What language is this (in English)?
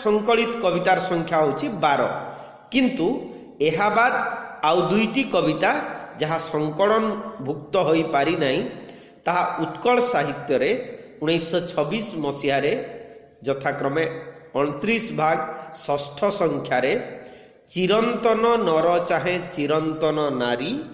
Odia